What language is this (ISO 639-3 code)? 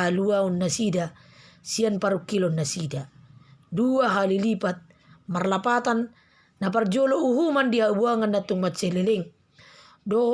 bbc